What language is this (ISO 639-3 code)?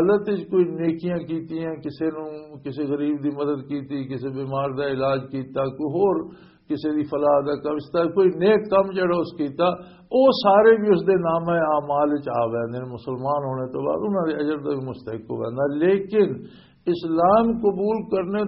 lah